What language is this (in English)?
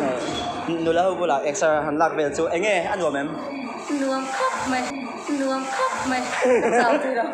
Mizo